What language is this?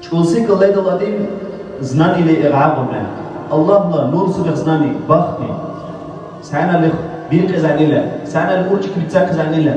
Dargwa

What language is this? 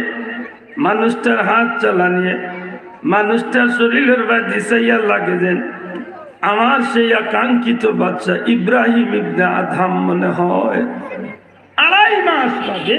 Sylheti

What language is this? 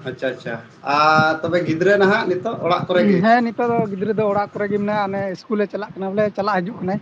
Santali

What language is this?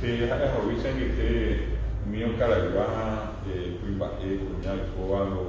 Guarani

